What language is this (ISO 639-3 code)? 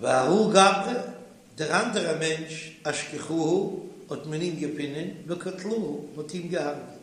yid